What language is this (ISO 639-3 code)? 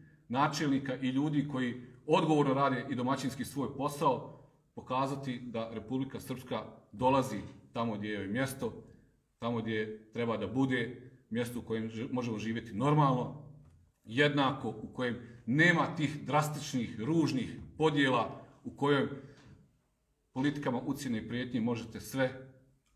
srp